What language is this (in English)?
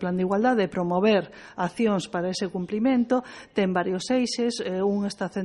Galician